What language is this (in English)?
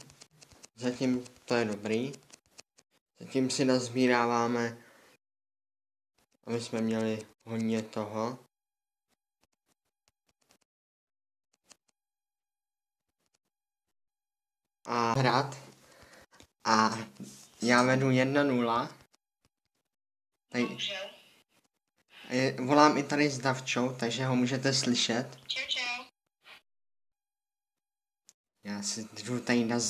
Czech